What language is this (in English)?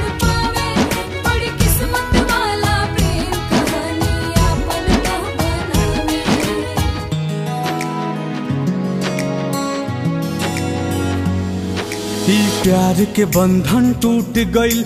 Bhojpuri